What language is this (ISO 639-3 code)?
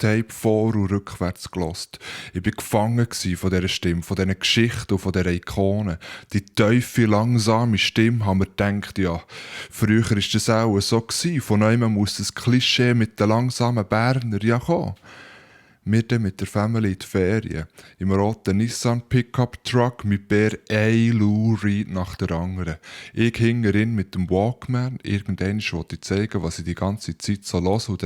gsw